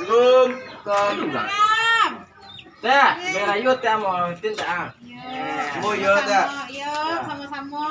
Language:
Minangkabau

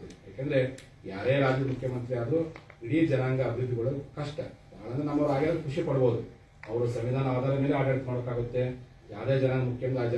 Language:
Kannada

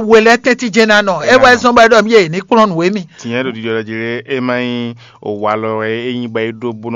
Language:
Fon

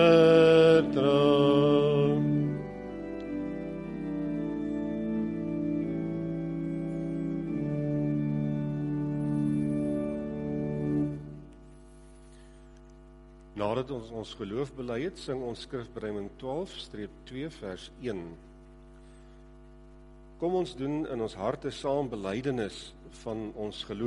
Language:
Afrikaans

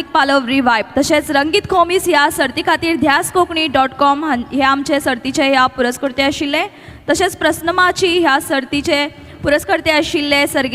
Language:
Konkani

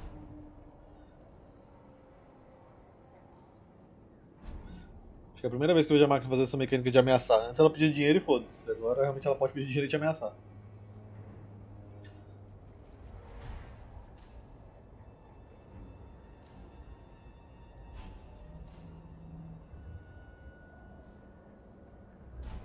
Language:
Portuguese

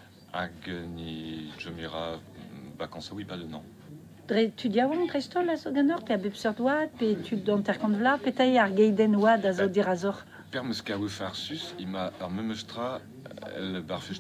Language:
Breton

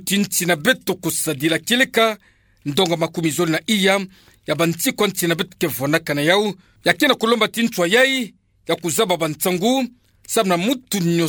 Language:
Kituba (Democratic Republic of Congo)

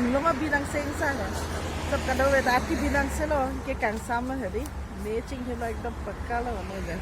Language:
Karbi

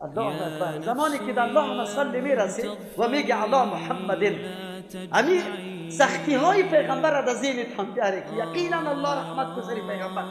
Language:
Persian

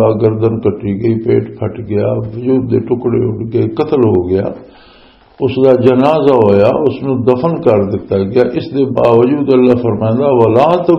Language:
Western Panjabi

